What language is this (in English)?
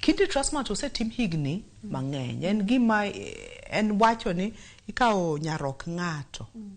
Luo (Kenya and Tanzania)